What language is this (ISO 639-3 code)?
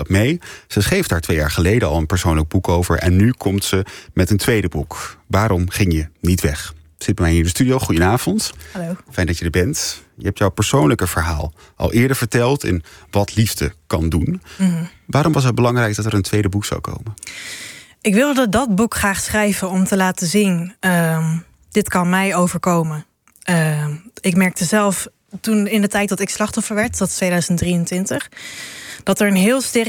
nld